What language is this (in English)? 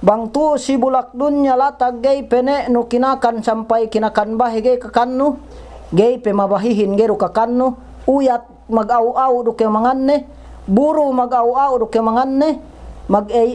Yakan